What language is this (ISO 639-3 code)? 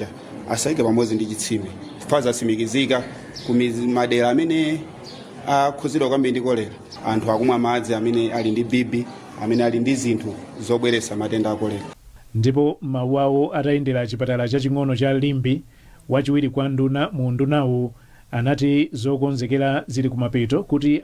nya